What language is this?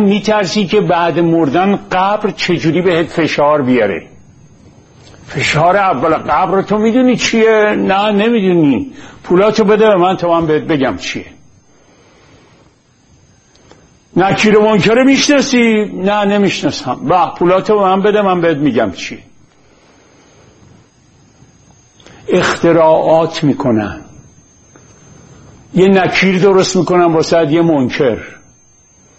Persian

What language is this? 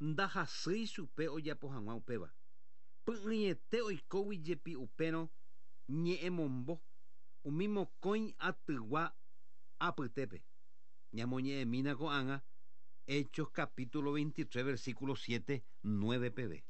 Guarani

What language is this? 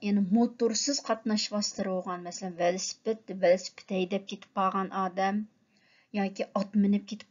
Uyghur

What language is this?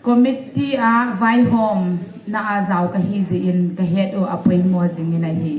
Hmar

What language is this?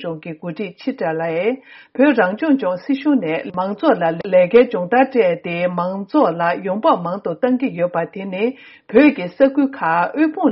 Tibetan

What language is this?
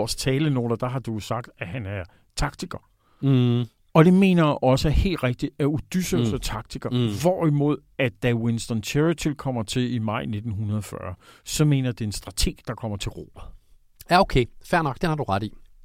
Danish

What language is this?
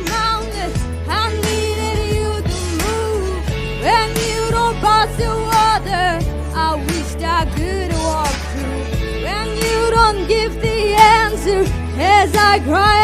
Tangkhul Naga (India)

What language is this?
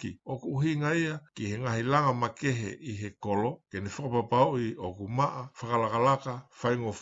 Tongan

